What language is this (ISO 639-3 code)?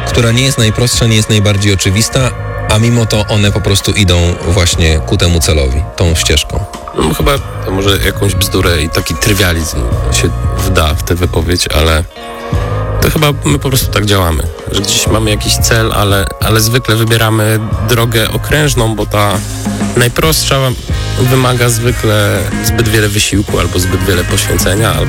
pol